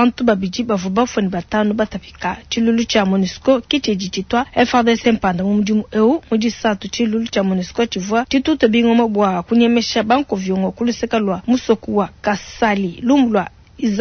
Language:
Luba-Lulua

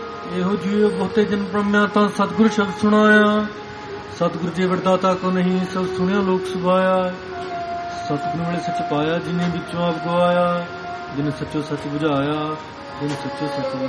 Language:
Punjabi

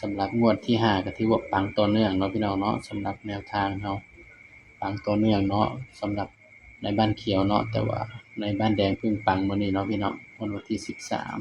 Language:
Northeastern Thai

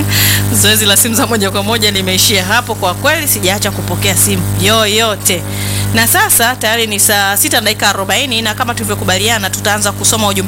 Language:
Swahili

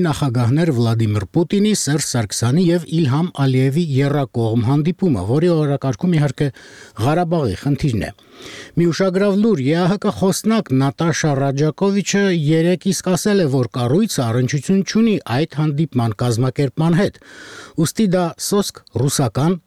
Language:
Armenian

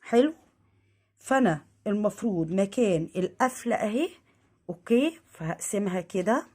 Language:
Egyptian Arabic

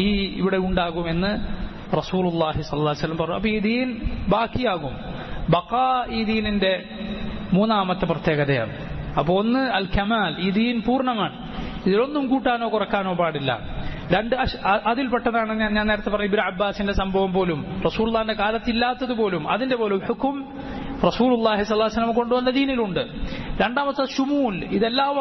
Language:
Malayalam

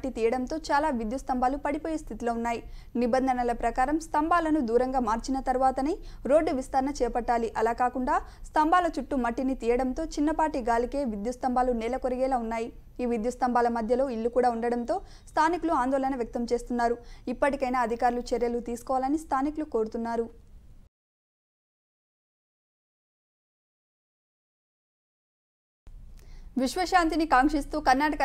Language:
Telugu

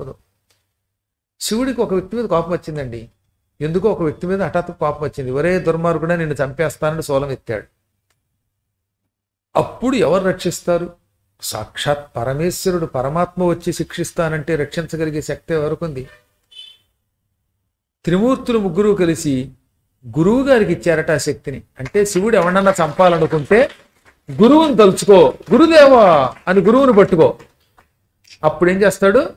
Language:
Telugu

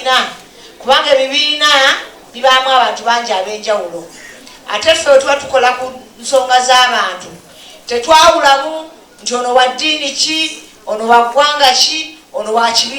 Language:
Ganda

